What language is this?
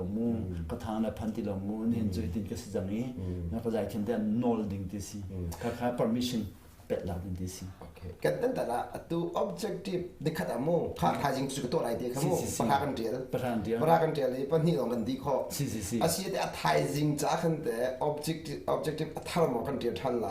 Hakha Chin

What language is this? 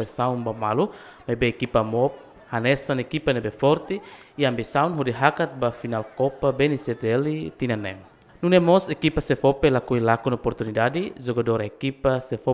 Tetum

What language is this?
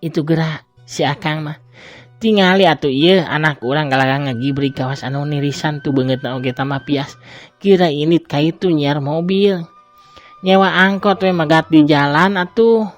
Sundanese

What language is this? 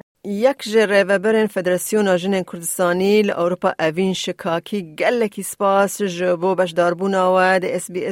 Kurdish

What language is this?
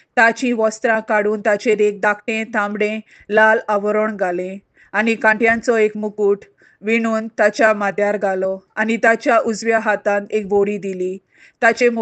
Konkani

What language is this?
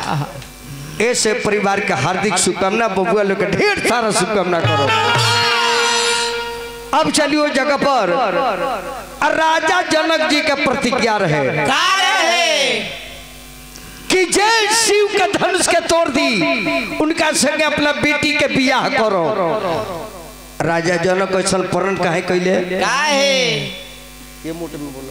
Bhojpuri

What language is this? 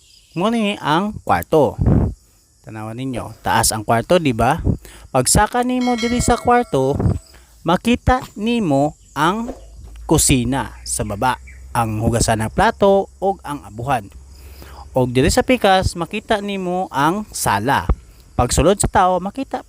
Cebuano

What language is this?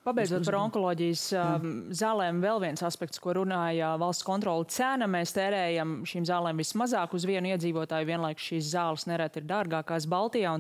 Latvian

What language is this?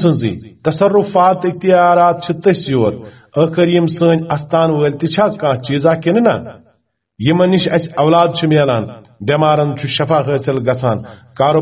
Kashmiri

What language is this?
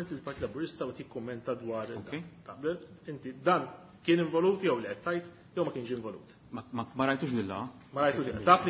Maltese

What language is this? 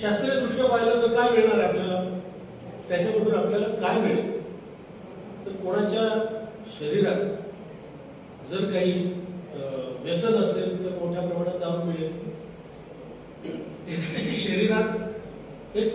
Marathi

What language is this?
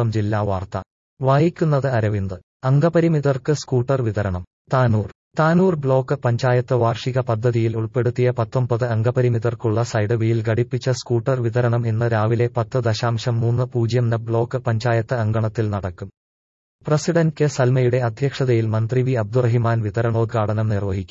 Malayalam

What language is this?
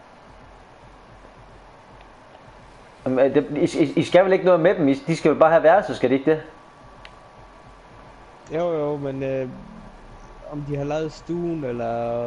Danish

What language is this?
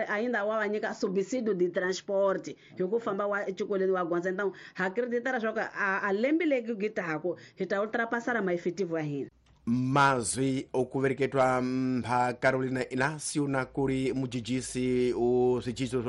Tsonga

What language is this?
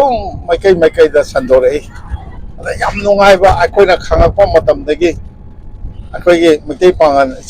Manipuri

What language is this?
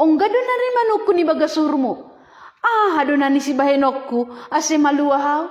Batak Simalungun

